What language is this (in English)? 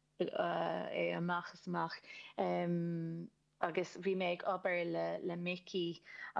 Irish